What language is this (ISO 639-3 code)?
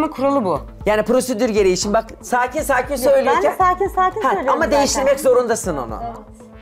tur